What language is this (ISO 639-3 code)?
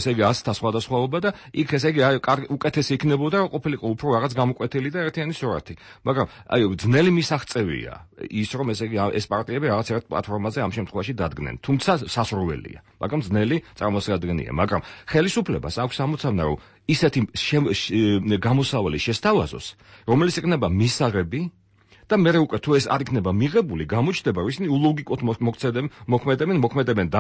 kat